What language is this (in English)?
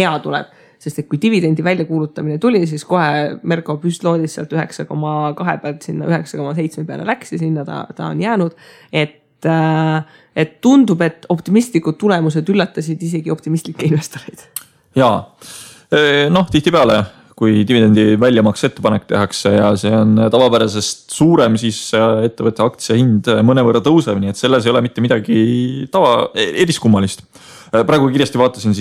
Estonian